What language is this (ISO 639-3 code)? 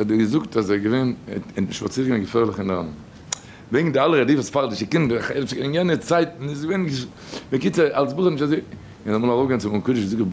yid